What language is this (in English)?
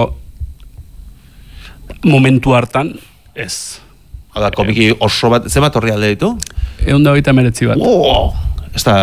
Basque